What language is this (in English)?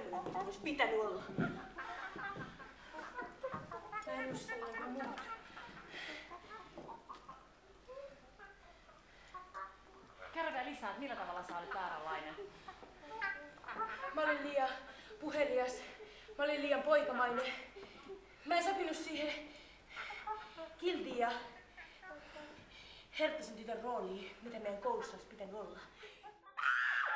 Finnish